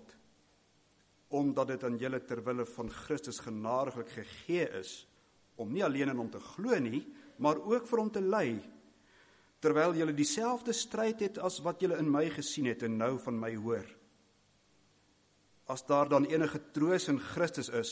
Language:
Afrikaans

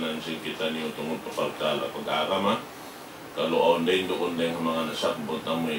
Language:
Tausug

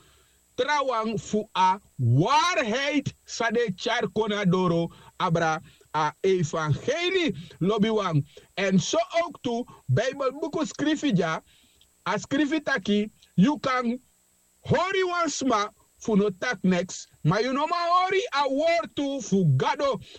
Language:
Sranan Tongo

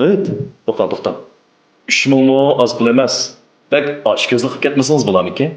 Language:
Uyghur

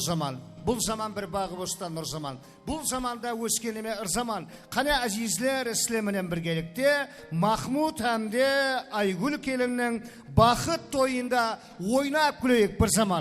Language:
Kara-Kalpak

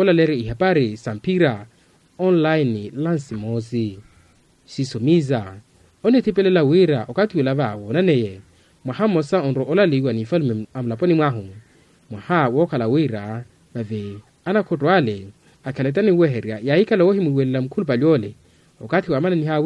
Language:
Makhuwa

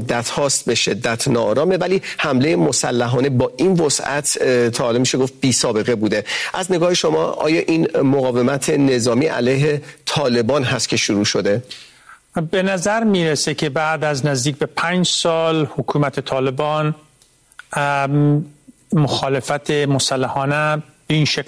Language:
Persian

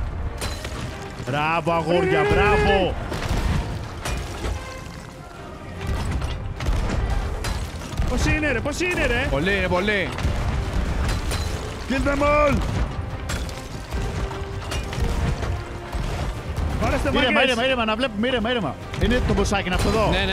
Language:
Greek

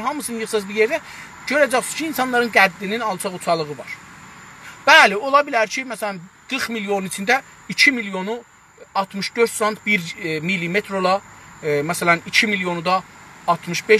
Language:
South Azerbaijani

